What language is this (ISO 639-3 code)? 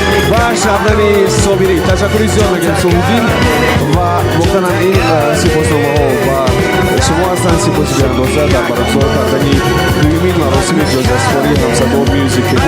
tgk